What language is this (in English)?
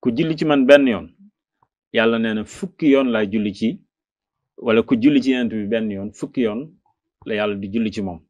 Wolof